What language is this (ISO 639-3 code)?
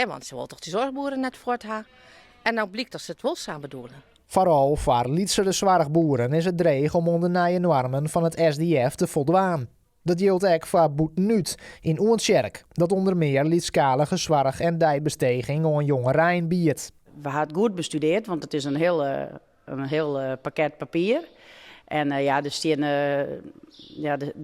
fry